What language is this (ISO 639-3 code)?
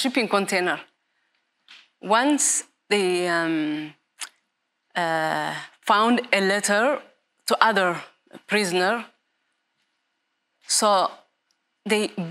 est